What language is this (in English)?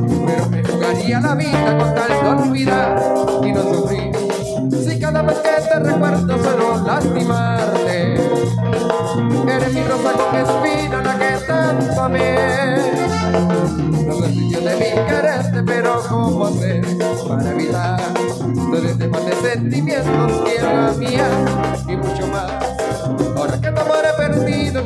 Spanish